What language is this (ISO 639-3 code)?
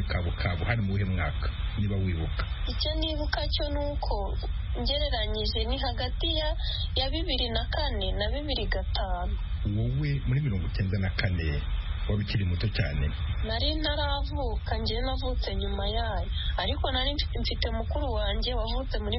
kin